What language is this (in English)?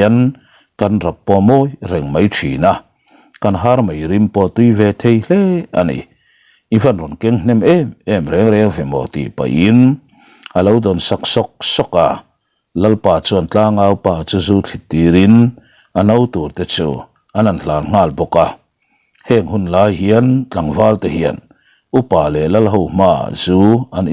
Mizo